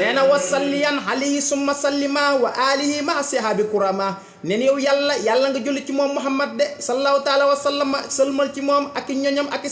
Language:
Wolof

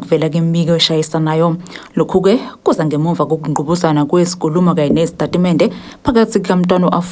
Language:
Zulu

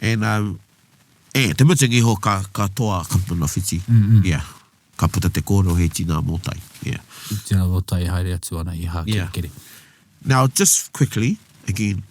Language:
Māori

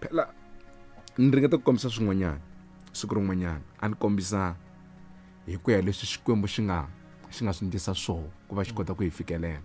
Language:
Tsonga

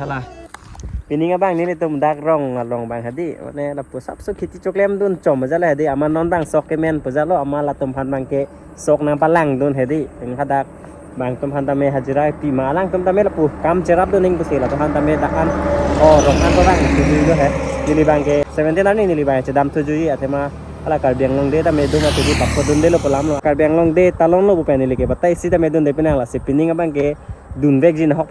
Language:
Karbi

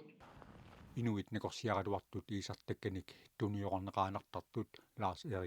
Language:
Kalaallisut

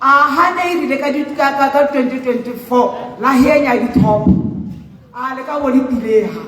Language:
Tswana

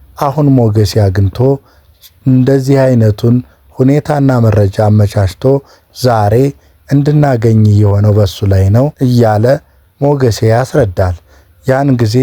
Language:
Amharic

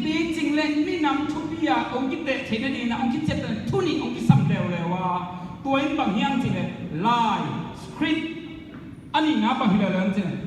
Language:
Tedim Chin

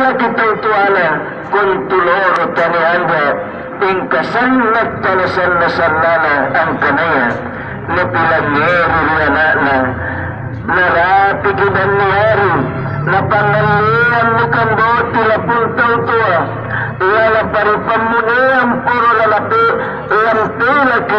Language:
Makasar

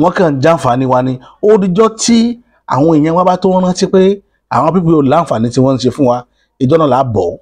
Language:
Yoruba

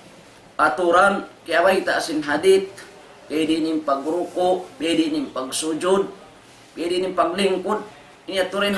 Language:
Tausug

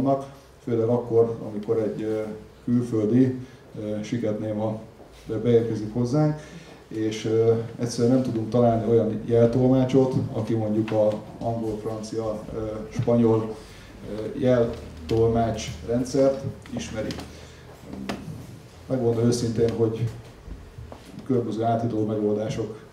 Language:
Hungarian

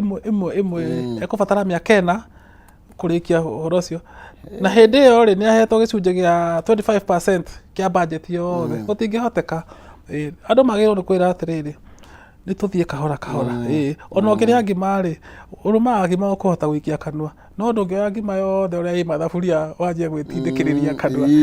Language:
Kikuyu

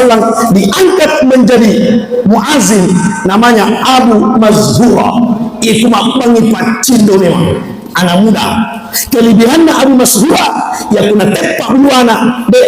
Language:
Buginese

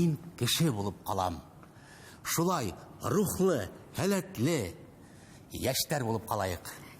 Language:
Bashkir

